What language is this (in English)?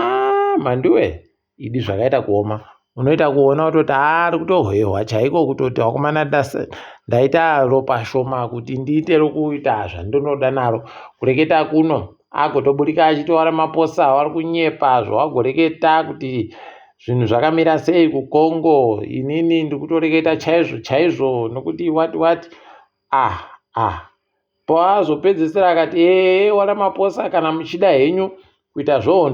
Ndau